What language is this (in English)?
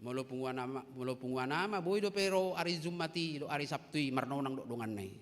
Batak Toba